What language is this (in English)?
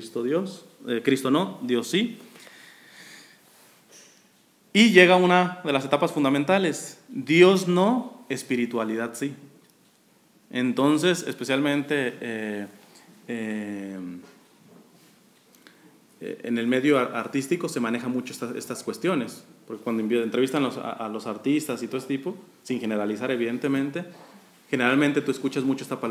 Spanish